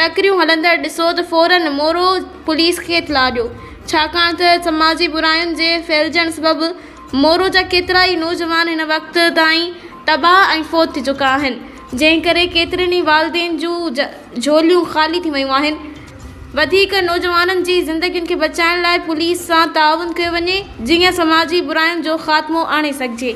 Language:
Sindhi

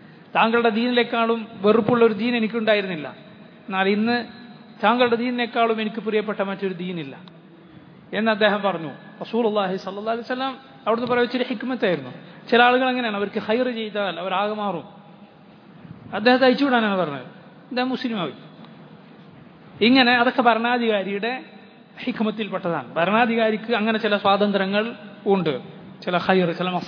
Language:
Malayalam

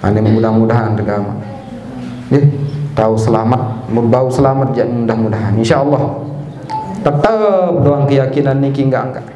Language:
Sasak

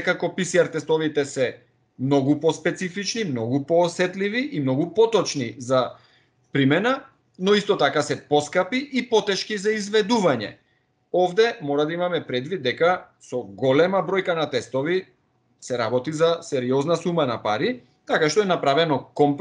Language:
Macedonian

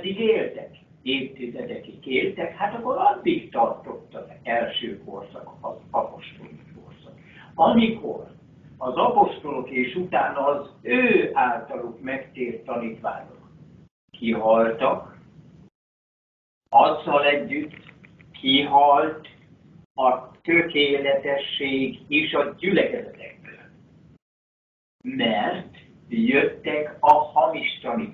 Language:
Hungarian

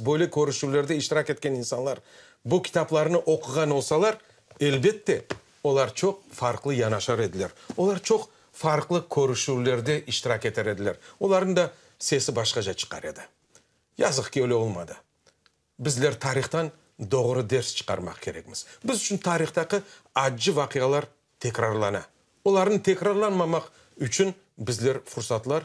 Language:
Crimean Tatar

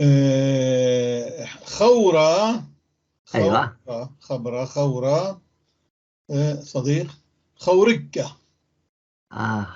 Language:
North Levantine Arabic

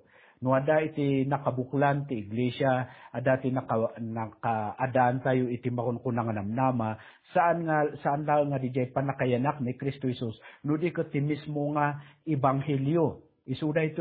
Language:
Iloko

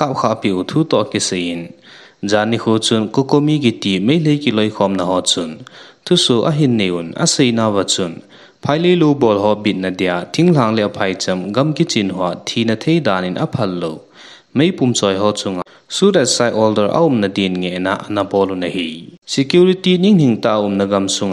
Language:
Thado Chin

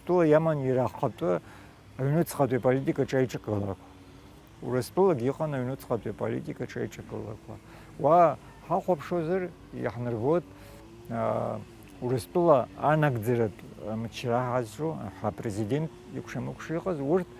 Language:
Abkhazian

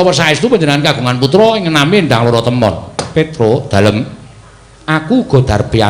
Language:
Javanese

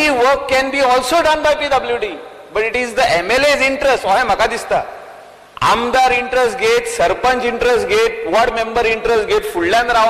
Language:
Konkani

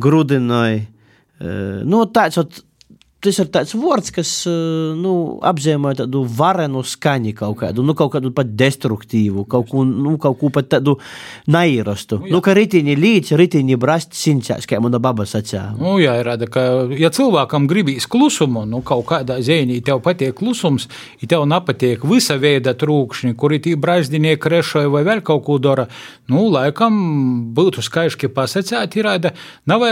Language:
Latvian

